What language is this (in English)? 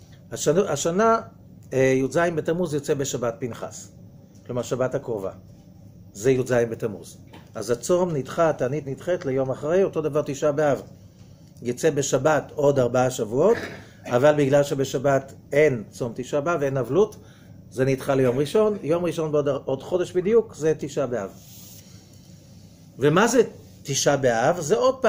Hebrew